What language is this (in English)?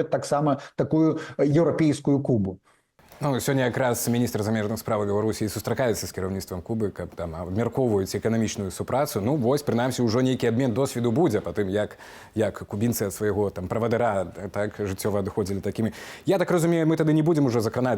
Belarusian